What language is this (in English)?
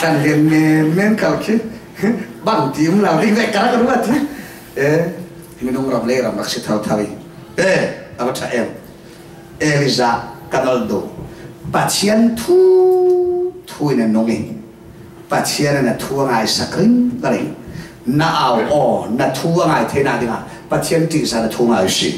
Falam Chin